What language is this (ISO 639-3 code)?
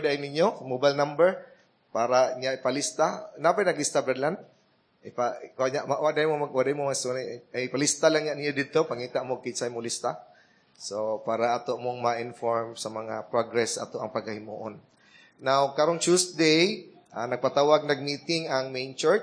ceb